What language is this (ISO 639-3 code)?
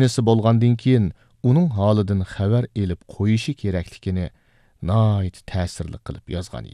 uig